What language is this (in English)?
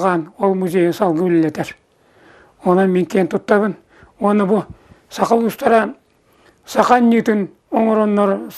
Yakut